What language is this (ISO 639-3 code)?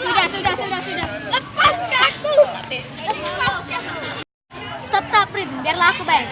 mui